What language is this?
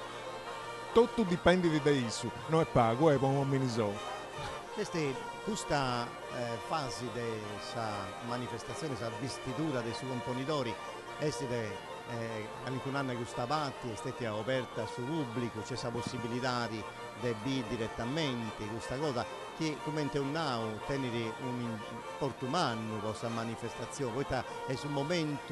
Sardinian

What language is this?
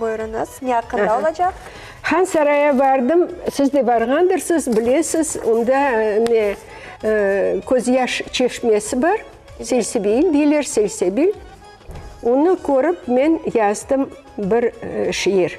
Crimean Tatar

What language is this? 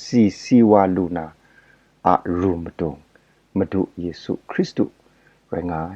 Kachin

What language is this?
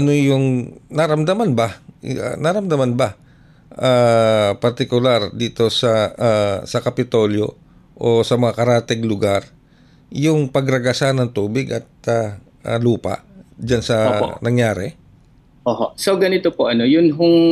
Filipino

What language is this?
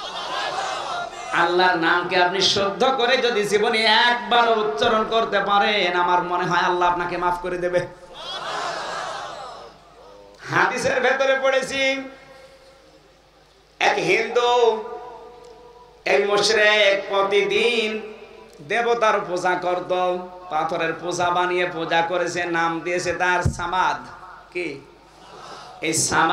Bangla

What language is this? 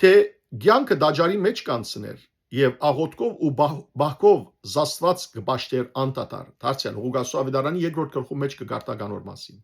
Western Armenian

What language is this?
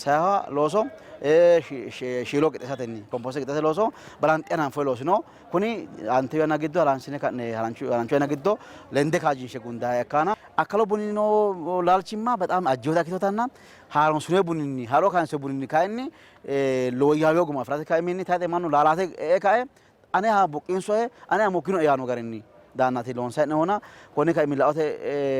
Sidamo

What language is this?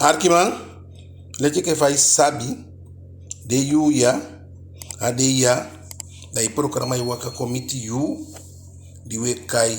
Eastern Maroon Creole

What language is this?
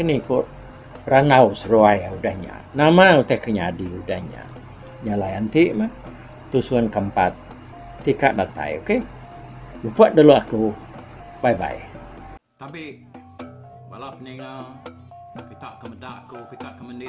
Iban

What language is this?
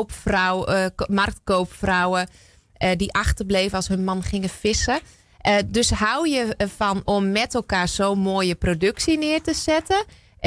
Dutch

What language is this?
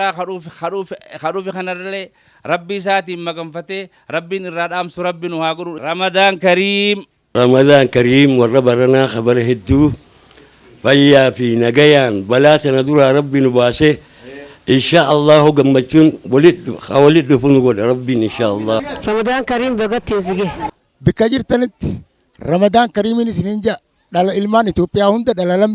Oromo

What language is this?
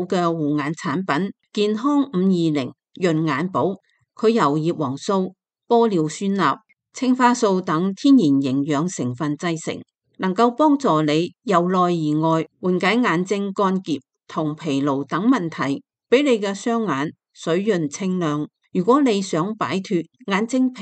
Cantonese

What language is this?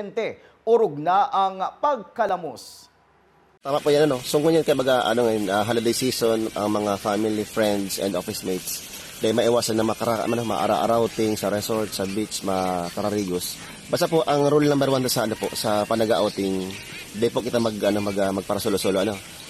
Bikol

